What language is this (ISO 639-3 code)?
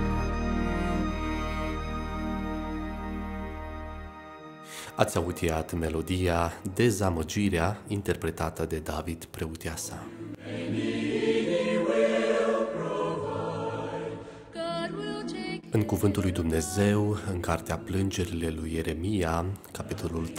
ron